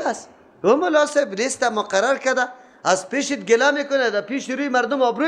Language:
Persian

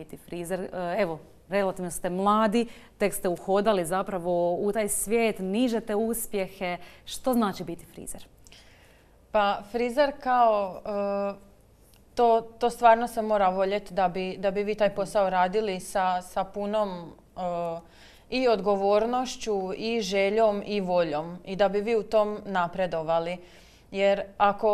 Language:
Croatian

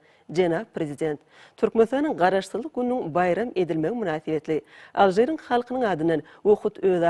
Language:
Turkmen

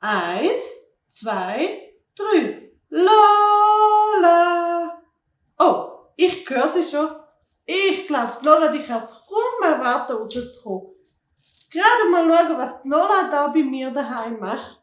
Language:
Swiss German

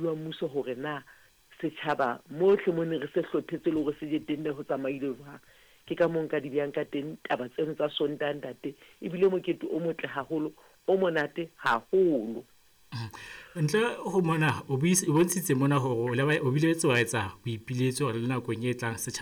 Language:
Southern Sotho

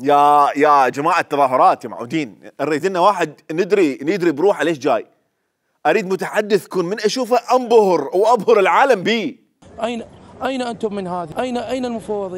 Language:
Mesopotamian Arabic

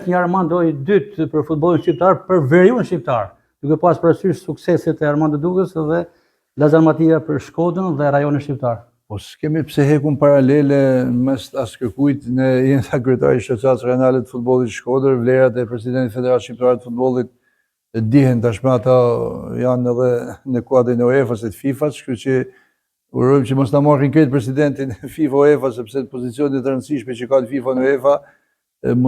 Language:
Albanian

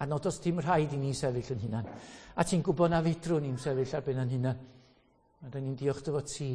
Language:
Welsh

